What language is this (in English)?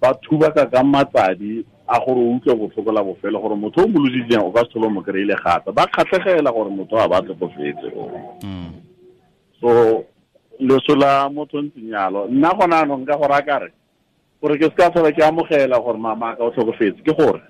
Tswana